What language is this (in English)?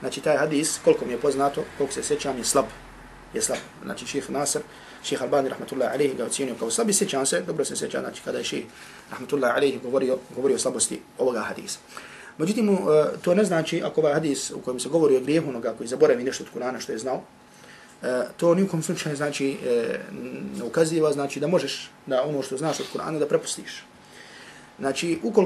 Bosnian